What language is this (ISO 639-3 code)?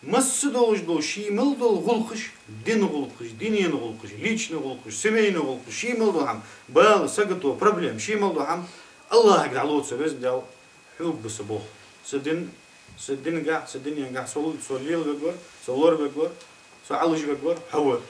inh